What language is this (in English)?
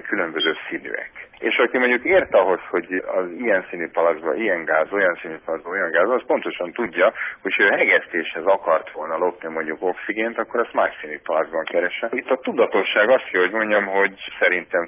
Hungarian